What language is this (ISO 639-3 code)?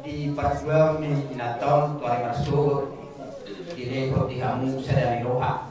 bbc